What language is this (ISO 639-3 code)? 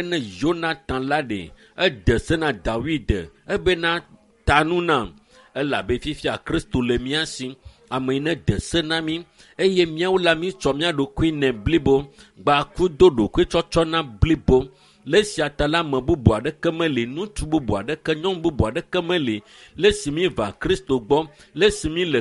ewe